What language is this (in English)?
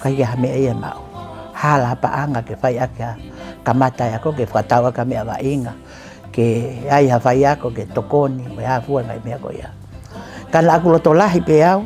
Tongan